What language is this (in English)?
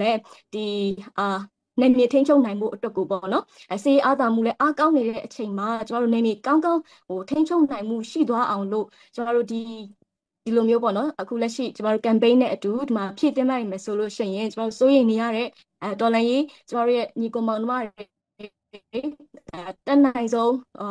Burmese